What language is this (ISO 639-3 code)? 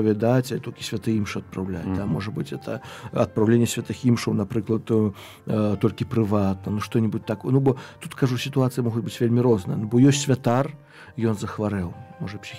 bel